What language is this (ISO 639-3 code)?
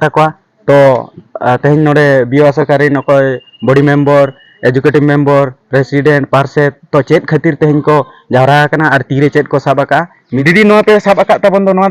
sat